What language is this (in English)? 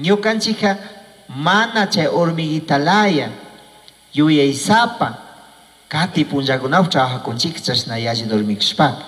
Chimborazo Highland Quichua